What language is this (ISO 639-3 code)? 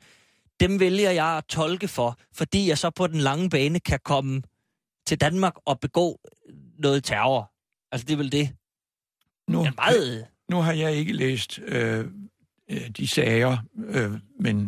dan